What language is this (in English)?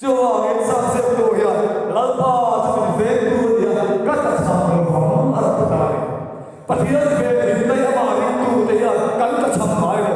Mizo